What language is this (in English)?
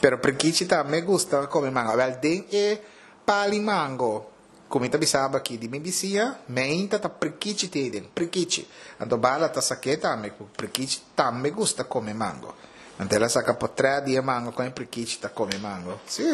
Papiamento